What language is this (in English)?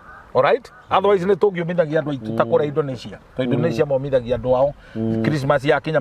Kikuyu